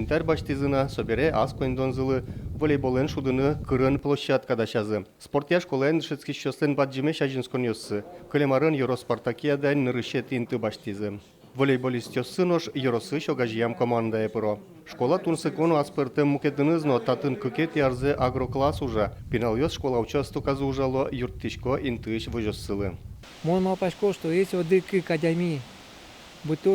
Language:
Udmurt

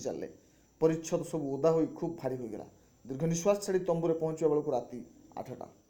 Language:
Odia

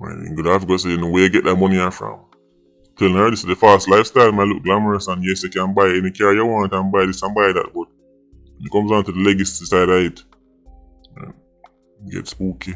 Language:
Jamaican Creole English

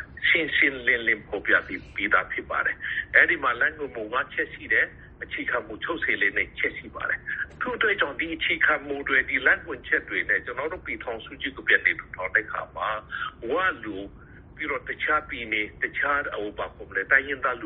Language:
Burmese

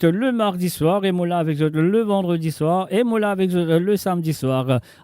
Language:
Morisyen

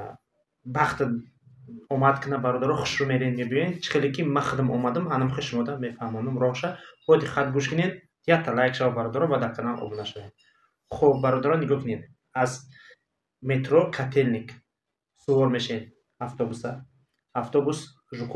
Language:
Tajik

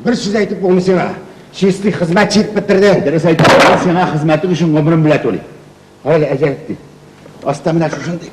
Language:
Tatar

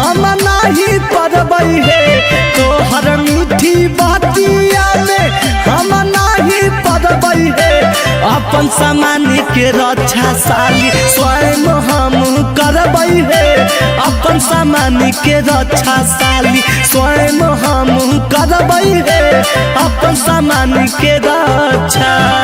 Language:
Magahi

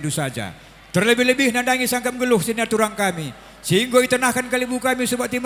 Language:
Batak Karo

